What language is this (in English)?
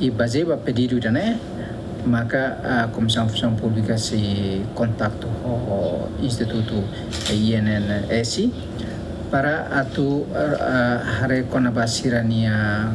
Tetum